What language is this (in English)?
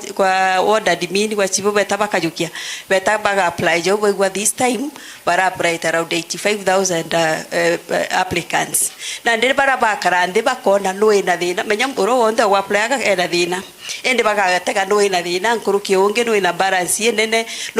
Meru